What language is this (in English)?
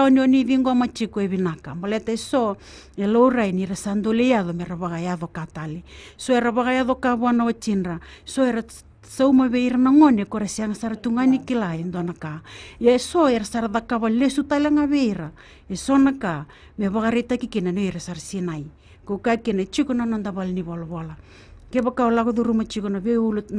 Fijian